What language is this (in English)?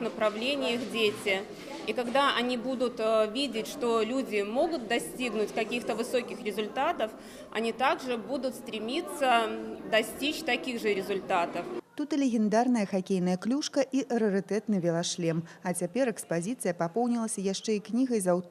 Belarusian